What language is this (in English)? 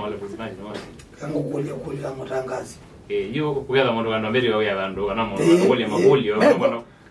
Kamba